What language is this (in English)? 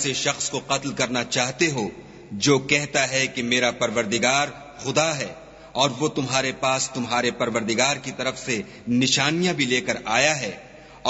Urdu